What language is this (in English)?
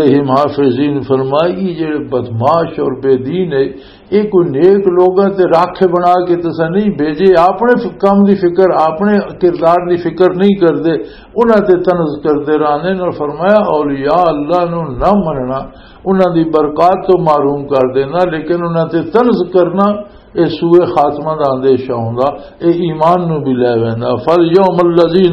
Western Panjabi